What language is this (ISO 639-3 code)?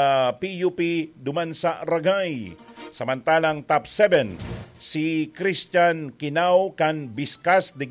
bik